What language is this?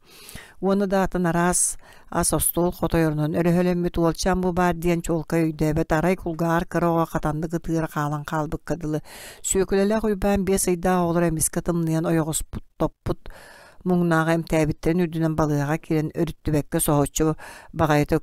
Yakut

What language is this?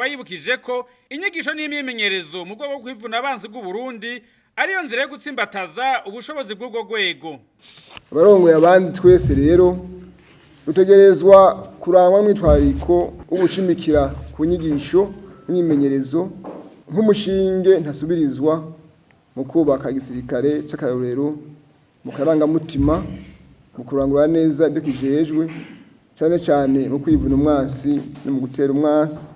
Rundi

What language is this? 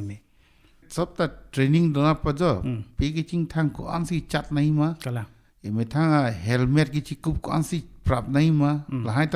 Karbi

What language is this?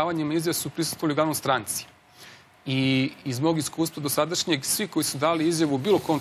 Serbian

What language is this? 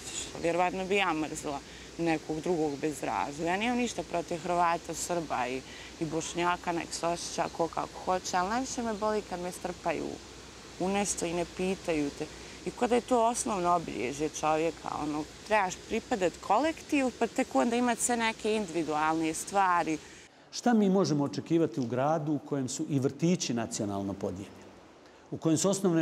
Bosnian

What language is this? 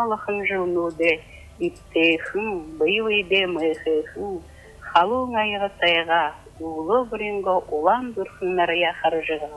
Buriat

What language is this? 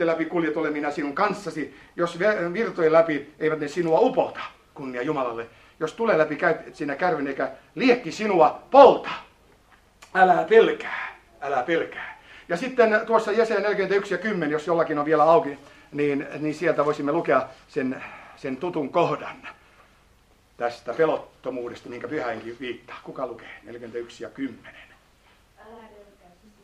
Finnish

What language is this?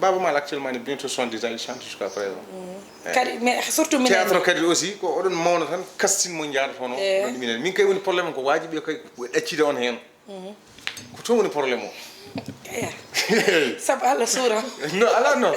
Fula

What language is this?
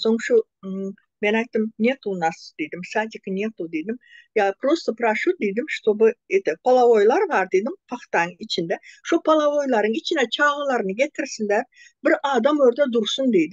Turkmen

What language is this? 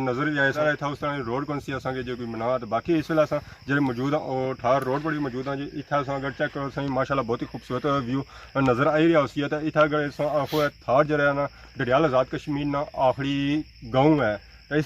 Pahari-Potwari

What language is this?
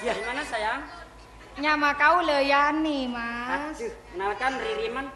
Madurese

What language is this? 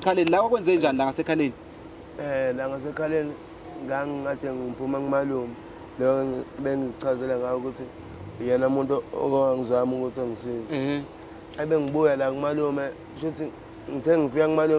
Zulu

